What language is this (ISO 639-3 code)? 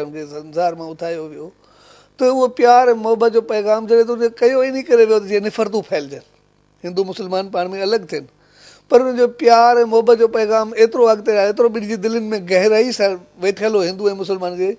snd